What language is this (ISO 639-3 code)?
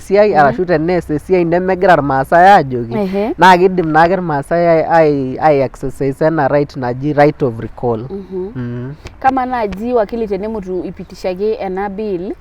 mas